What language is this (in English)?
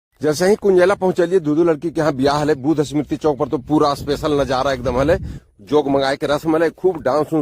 Magahi